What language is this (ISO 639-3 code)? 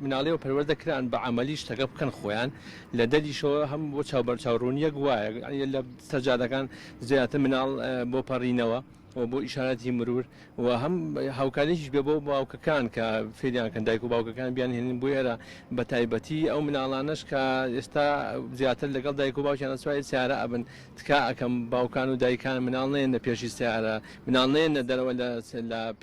ckb